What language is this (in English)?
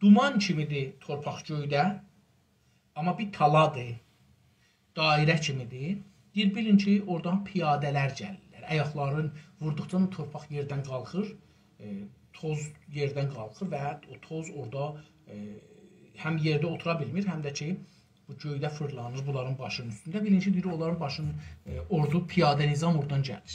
South Azerbaijani